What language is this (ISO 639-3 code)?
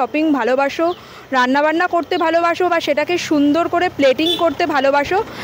ben